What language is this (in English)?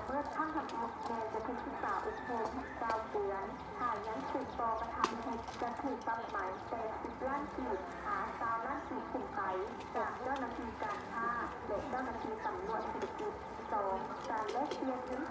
Lao